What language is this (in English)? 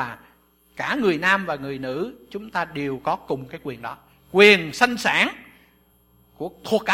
Vietnamese